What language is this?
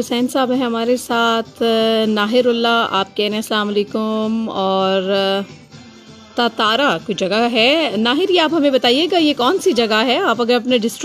Urdu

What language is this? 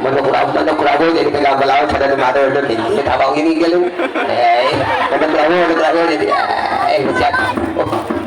Balinese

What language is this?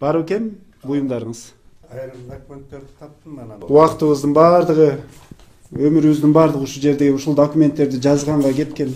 Kyrgyz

